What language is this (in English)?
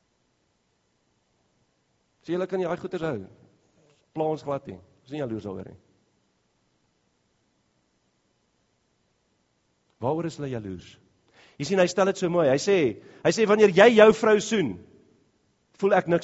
Afrikaans